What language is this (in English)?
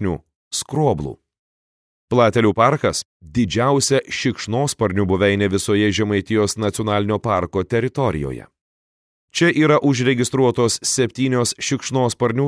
Lithuanian